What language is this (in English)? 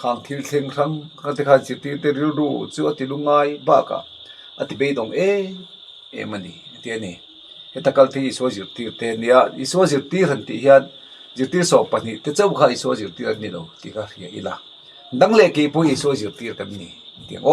Mizo